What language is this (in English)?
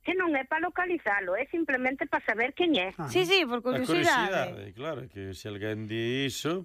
Galician